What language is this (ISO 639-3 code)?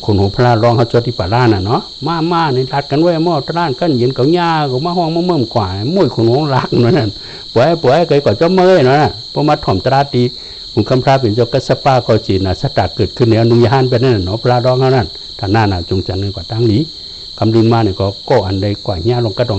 shn